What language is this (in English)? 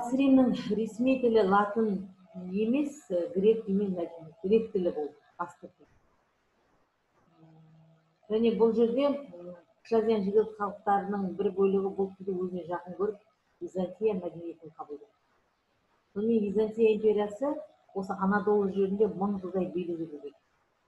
Kazakh